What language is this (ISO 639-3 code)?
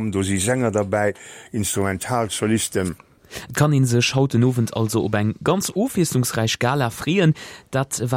ltz